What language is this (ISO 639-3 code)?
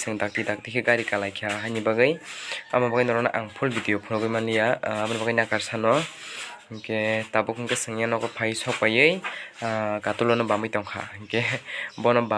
trp